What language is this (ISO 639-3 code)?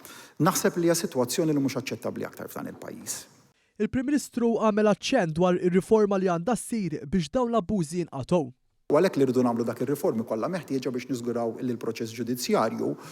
mlt